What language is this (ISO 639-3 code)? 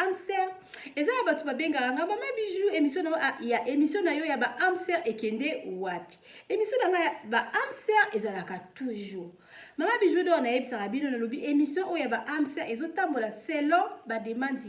lin